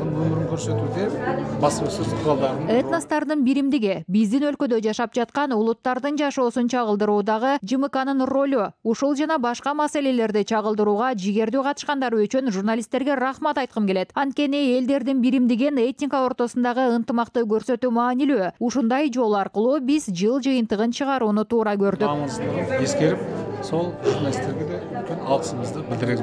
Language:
Kyrgyz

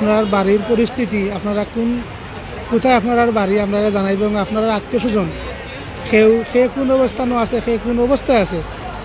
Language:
Sylheti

